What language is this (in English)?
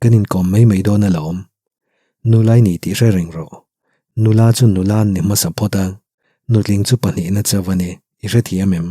Mizo